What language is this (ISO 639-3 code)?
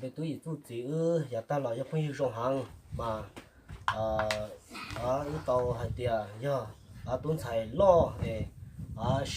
hmn